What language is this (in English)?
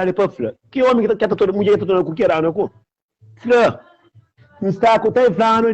Kabuverdianu